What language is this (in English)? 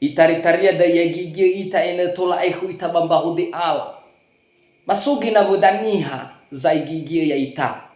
Nias